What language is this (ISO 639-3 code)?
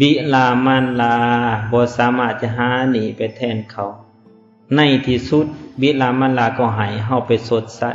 lao